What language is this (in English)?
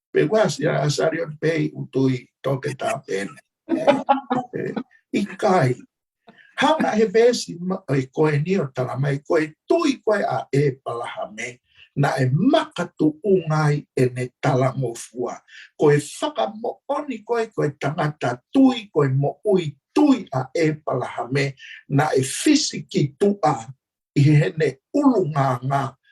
Tongan